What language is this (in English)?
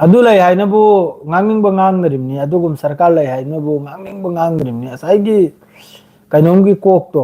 Manipuri